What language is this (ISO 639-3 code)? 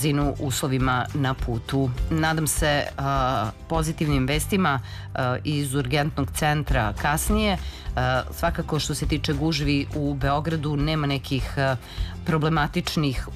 srp